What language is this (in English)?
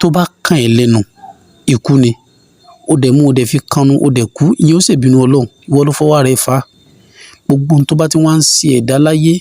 Yoruba